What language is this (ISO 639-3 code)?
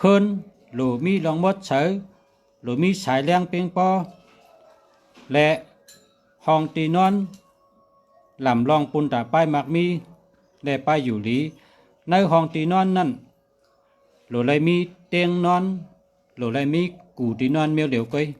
shn